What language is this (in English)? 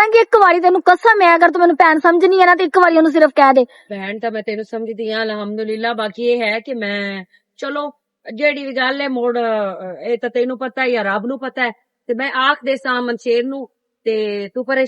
Western Panjabi